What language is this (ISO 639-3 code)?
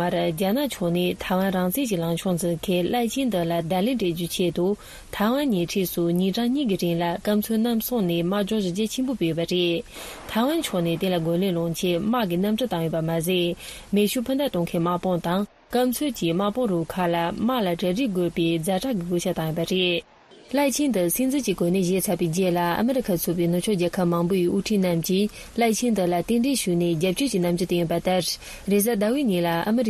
bod